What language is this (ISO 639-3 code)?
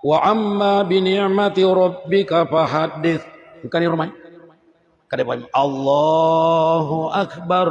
bug